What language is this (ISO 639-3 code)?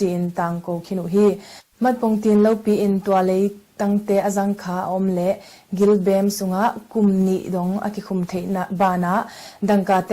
ctd